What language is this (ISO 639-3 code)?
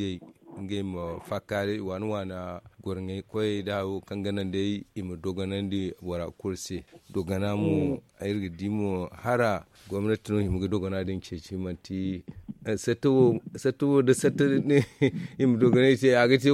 dje